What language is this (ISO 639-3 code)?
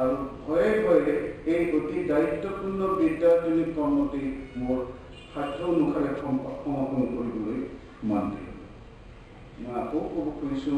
asm